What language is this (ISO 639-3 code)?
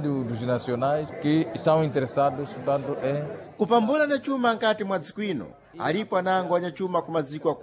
seh